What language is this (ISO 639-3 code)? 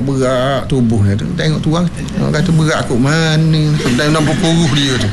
msa